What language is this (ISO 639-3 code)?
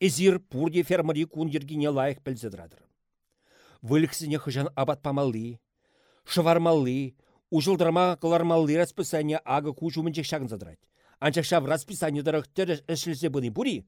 chv